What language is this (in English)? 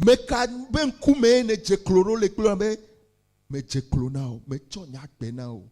Ewe